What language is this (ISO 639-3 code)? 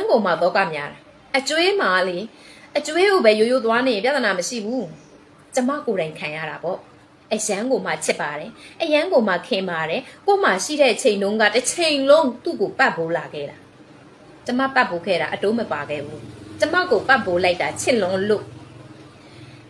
mya